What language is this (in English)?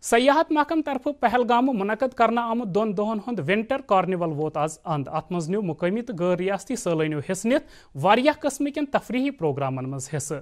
Kashmiri